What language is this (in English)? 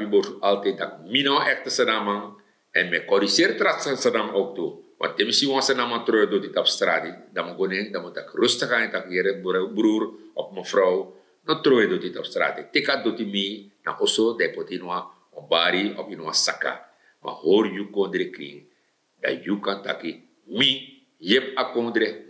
Sranan Tongo